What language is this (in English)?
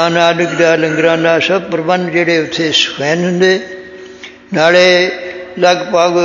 Punjabi